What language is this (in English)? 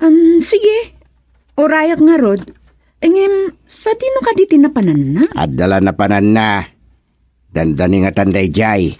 Iloko